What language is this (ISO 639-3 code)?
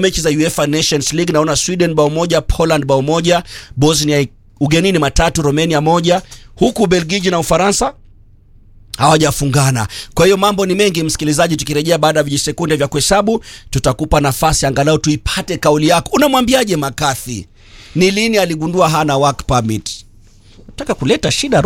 swa